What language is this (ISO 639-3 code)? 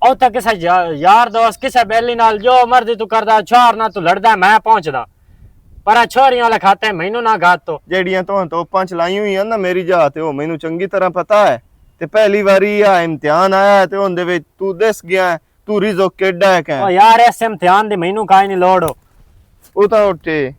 lah